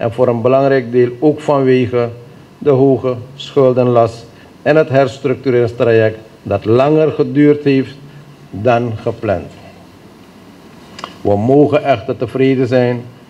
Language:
Dutch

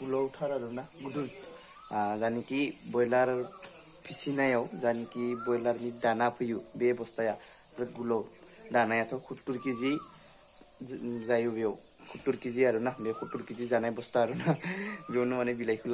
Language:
Bodo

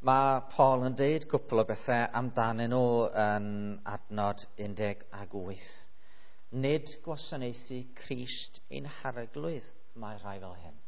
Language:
Welsh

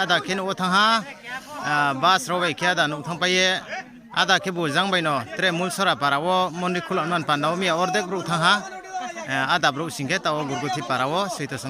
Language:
Riang (India)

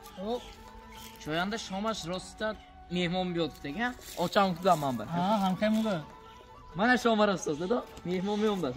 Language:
Tajik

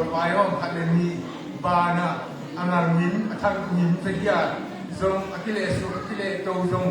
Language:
Tedim Chin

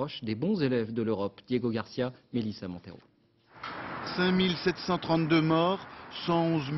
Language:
French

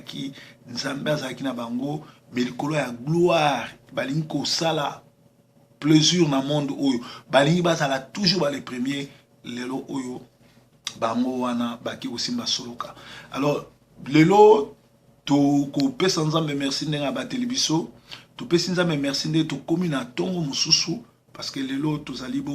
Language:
Lingala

